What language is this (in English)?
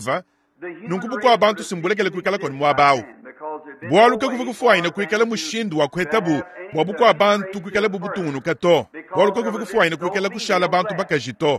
Luba-Lulua